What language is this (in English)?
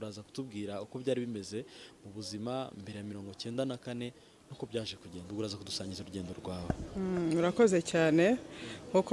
Kinyarwanda